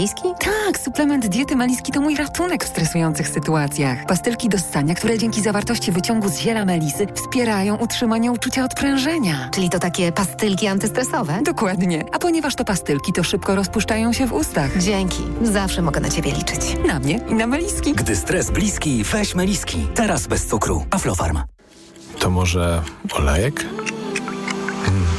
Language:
Polish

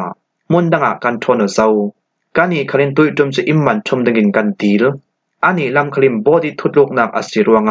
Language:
Falam Chin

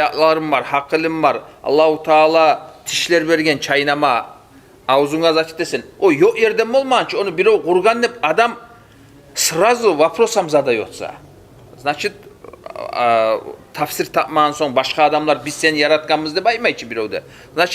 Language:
Kumyk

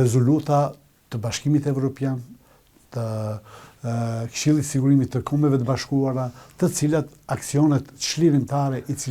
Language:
Albanian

